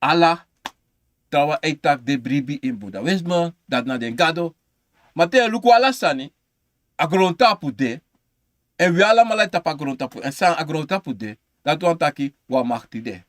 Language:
Sranan Tongo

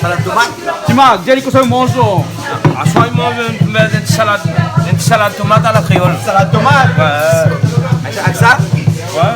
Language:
Réunion Creole French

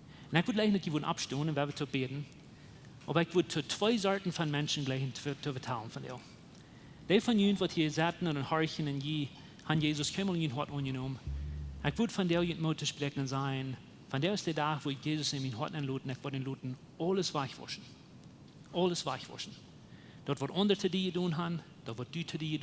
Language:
Plautdietsch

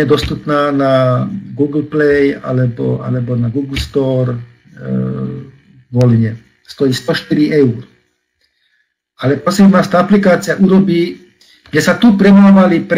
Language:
Slovak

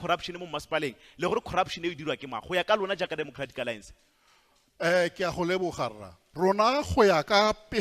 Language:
Tswana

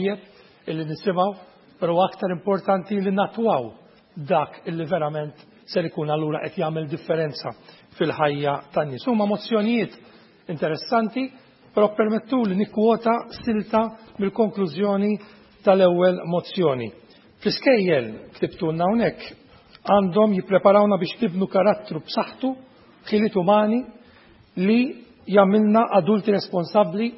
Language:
Maltese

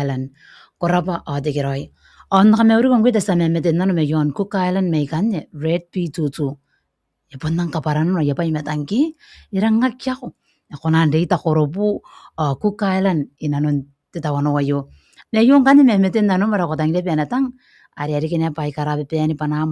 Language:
Gilbertese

